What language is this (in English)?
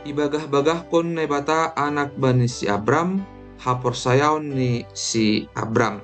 Batak Simalungun